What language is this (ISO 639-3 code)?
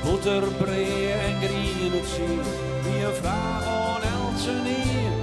fry